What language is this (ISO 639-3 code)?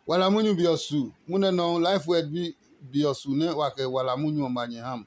ada